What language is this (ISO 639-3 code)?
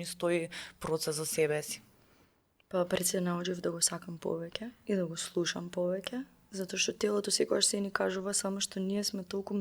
mkd